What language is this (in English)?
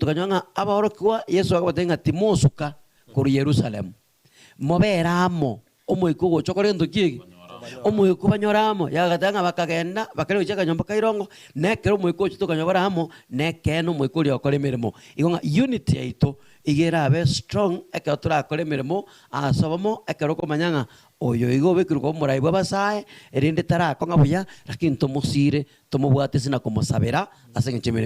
Gusii